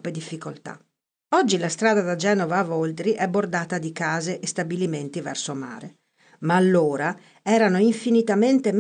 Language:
Italian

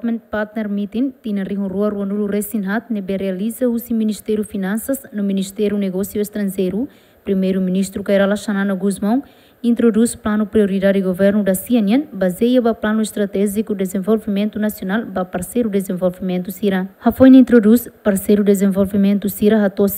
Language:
Tetum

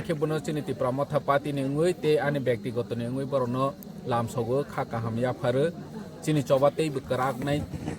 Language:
Kok Borok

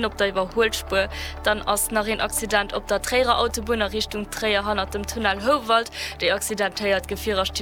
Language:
Luxembourgish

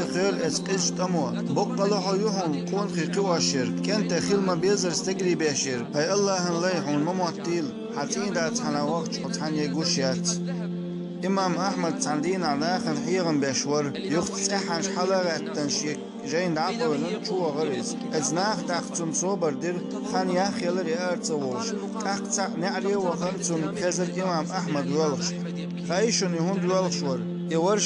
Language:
Chechen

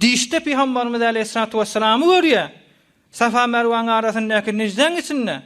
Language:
Turkmen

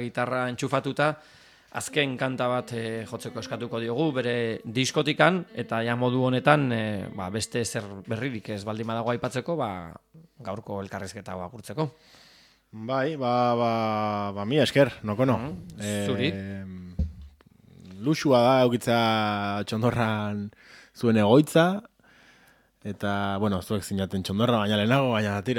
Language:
Basque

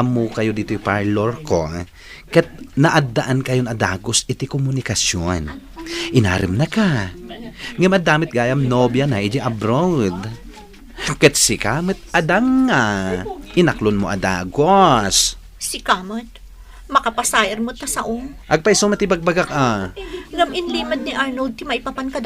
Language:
Iloko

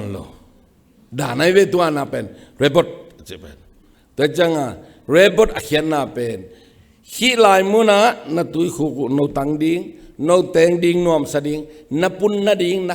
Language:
Tedim Chin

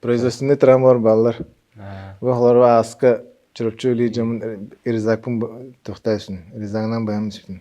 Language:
Yakut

